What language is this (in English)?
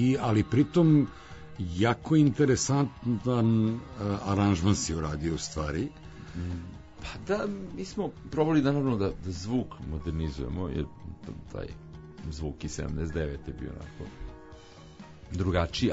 Serbian